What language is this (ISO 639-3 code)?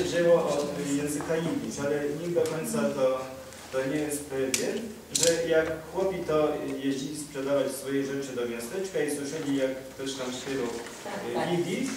pol